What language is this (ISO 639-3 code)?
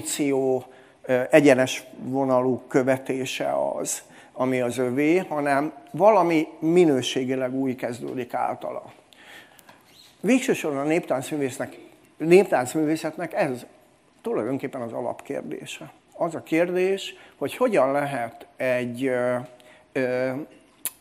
hun